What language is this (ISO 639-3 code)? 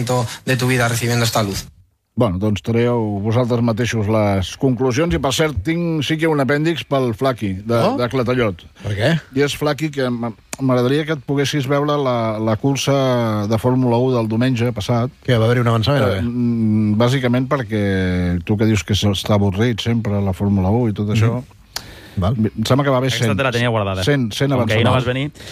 cat